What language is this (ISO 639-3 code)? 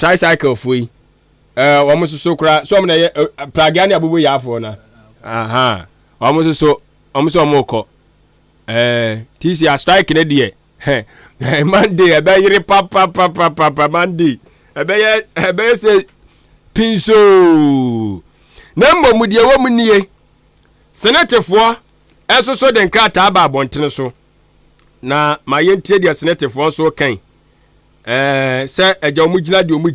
aka